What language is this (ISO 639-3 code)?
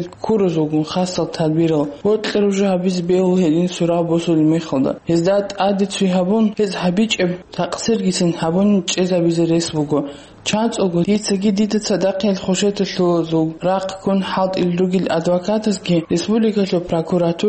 ava